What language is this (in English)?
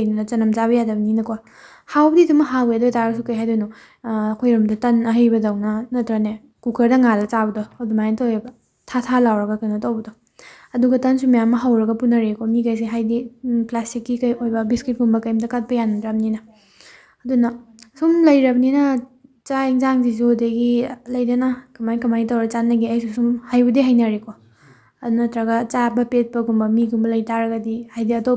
Manipuri